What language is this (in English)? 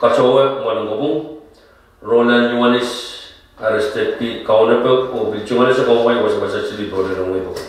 Pohnpeian